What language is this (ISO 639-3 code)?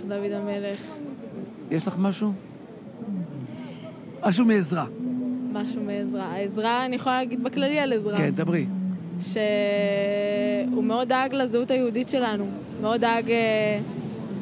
heb